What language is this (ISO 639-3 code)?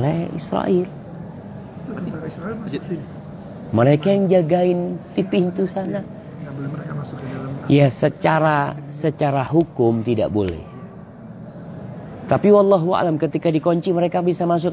ind